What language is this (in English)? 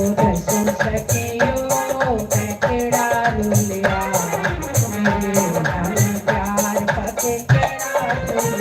Dogri